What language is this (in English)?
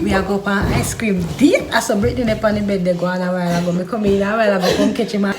Jamaican Creole English